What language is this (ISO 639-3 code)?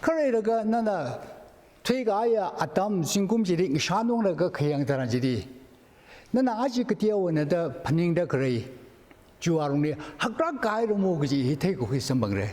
nmf